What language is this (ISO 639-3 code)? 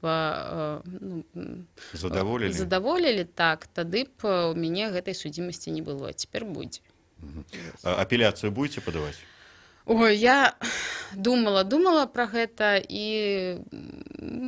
bel